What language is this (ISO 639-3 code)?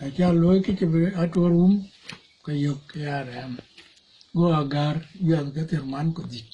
din